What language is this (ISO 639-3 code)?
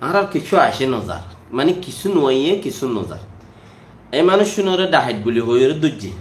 rhg